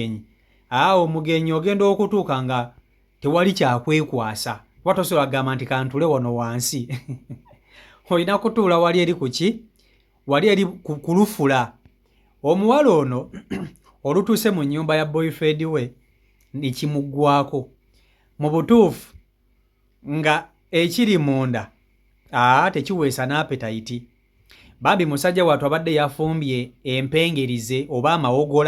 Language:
Ganda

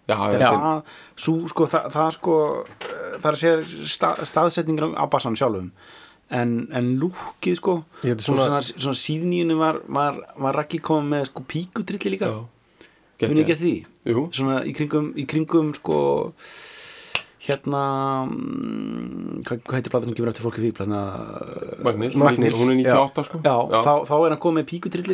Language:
Icelandic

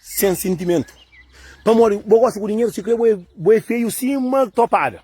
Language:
Kabuverdianu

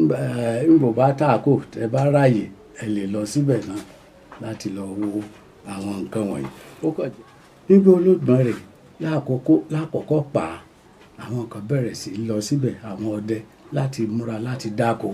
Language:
Yoruba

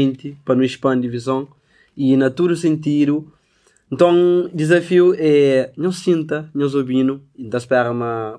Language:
Kabuverdianu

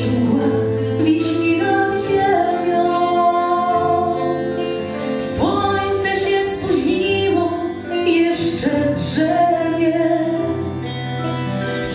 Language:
Polish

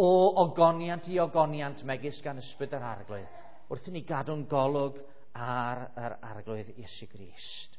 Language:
Welsh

